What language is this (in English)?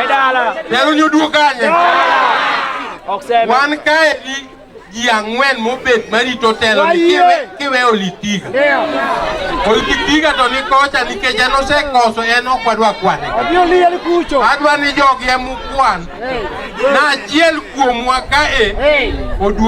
Luo (Kenya and Tanzania)